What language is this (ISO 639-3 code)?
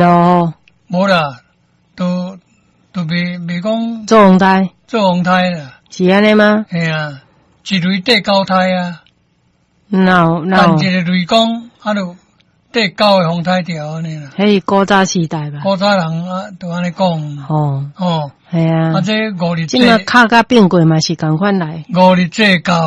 nan